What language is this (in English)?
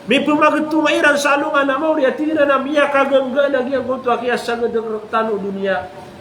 Maranao